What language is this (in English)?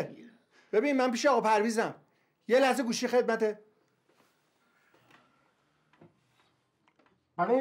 Persian